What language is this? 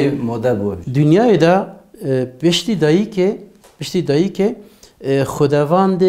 Kurdish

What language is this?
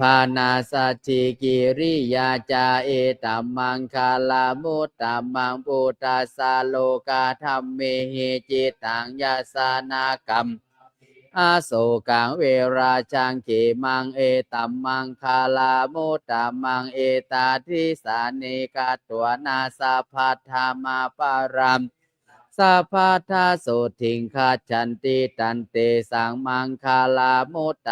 Pali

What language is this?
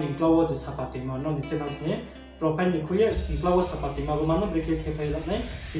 Riang (India)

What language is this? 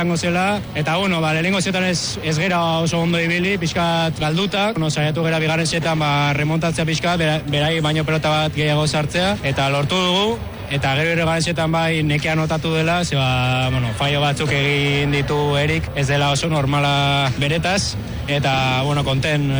Basque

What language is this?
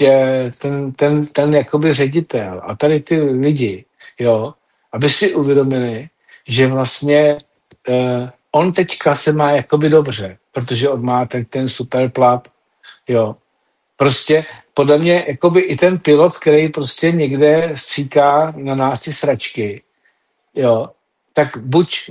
Czech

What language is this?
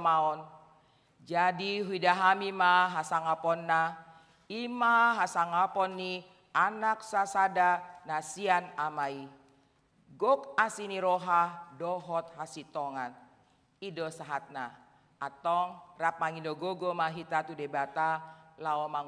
Batak Toba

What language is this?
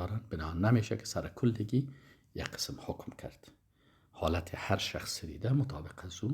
Persian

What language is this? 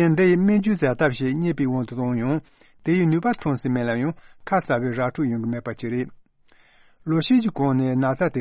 Tibetan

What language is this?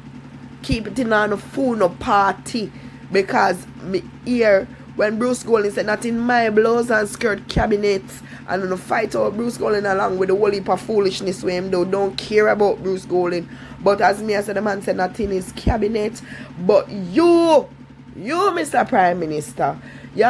Jamaican Creole English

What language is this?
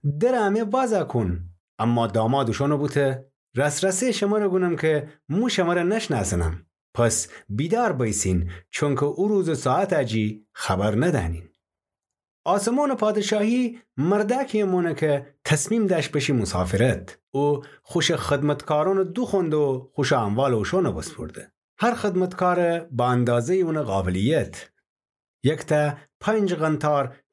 Gilaki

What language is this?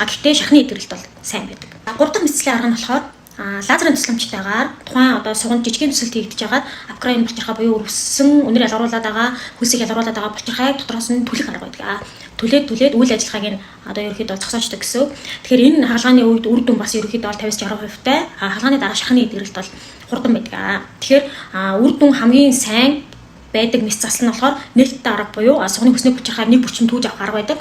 Mongolian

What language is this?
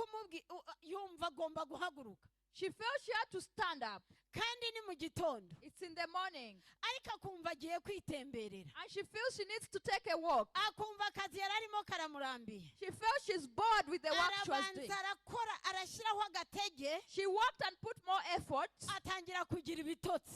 Kinyarwanda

